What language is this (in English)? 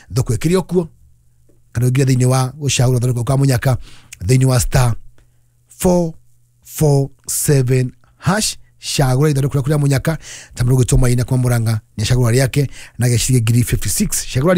Kikuyu